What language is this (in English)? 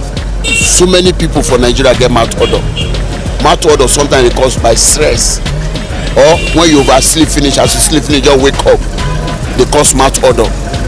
Nigerian Pidgin